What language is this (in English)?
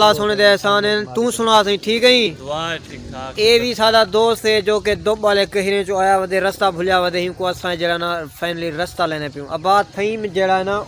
Saraiki